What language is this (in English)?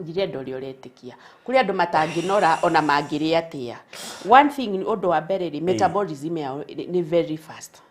Kikuyu